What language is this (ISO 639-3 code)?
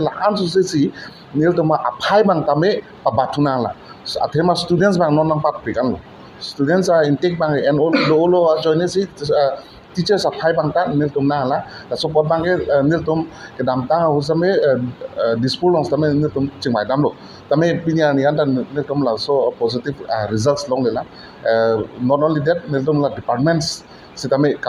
mjw